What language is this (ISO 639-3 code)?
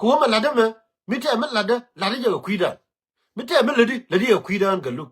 nus